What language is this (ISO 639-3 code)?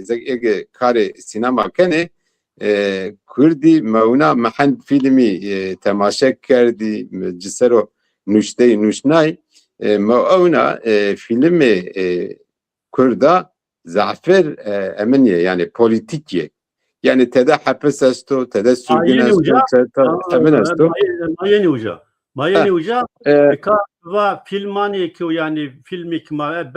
zza